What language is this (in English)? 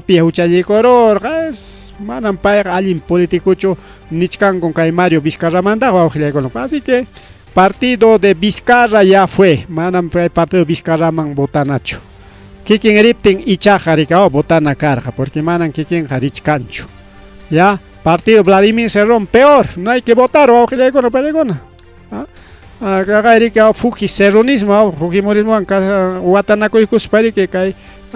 Ayacucho Quechua